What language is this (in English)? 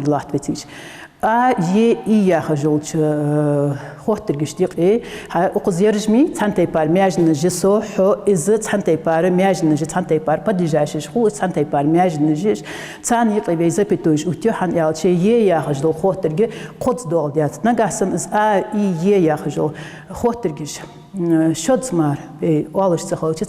Ingush